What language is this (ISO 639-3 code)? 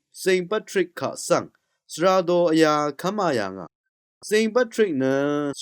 raw